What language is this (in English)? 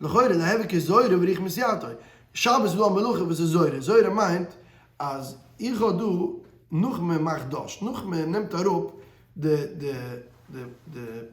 Yiddish